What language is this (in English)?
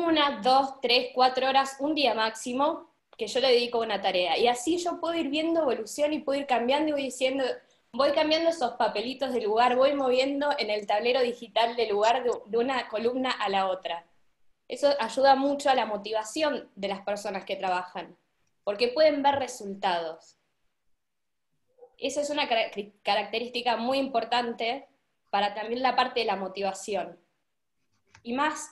Spanish